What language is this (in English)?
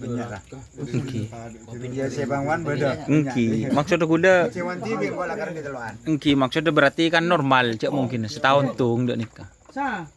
Madurese